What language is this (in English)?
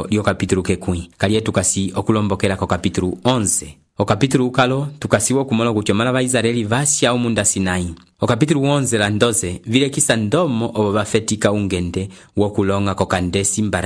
Umbundu